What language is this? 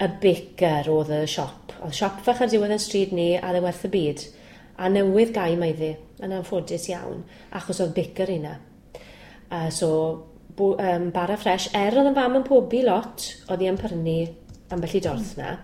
Welsh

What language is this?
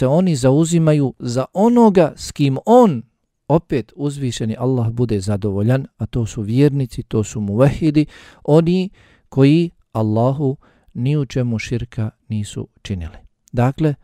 Bosnian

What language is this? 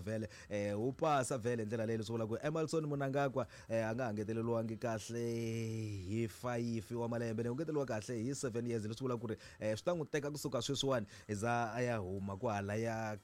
Tsonga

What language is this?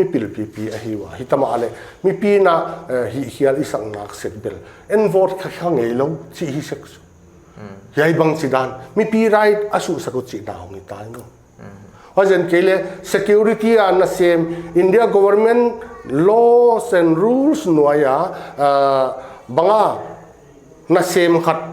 Paite Chin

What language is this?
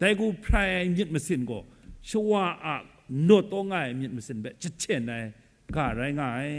Kachin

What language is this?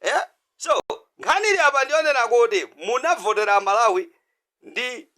Nyanja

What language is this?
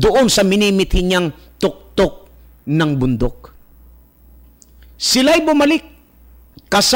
Filipino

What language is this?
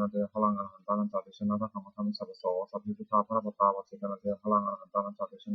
Pali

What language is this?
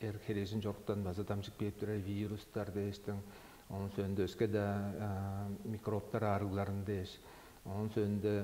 Tuvinian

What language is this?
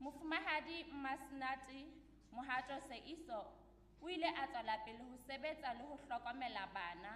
Southern Sotho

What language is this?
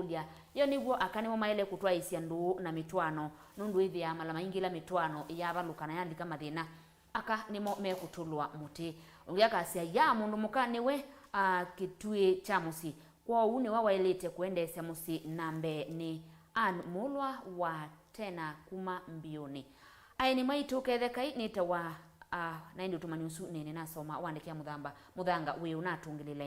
Kamba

